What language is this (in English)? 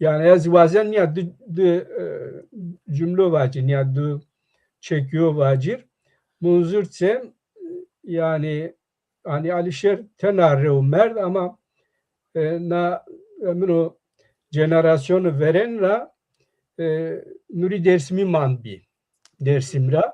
Zaza